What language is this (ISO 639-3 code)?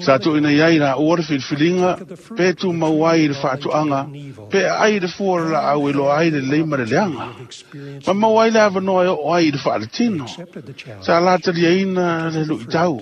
smo